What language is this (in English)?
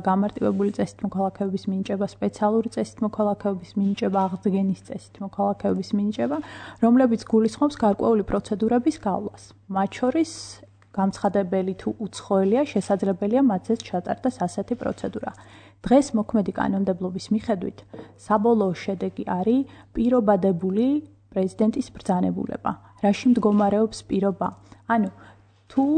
Georgian